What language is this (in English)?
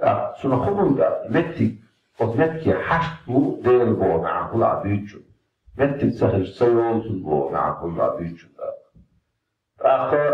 Chechen